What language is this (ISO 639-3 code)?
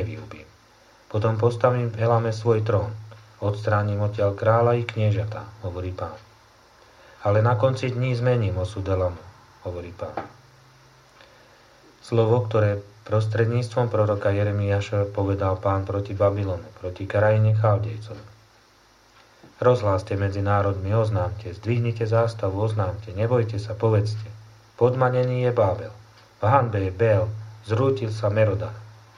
slk